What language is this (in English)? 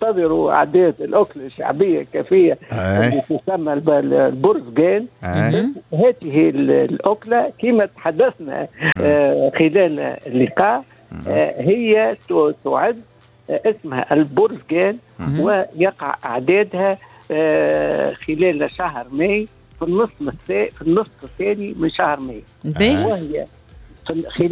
Tunisian Arabic